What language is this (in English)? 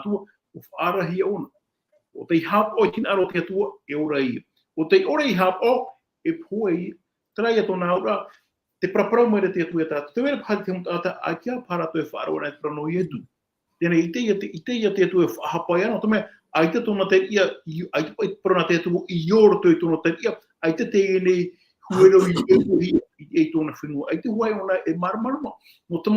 Tahitian